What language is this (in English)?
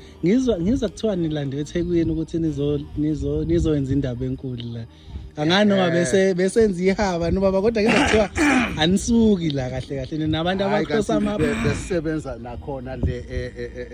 Zulu